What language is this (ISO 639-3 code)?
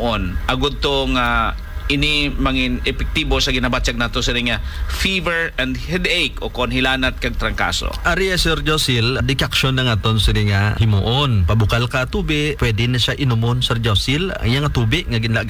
hil